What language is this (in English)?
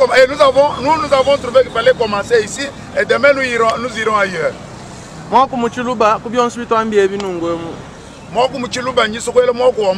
Luba-Lulua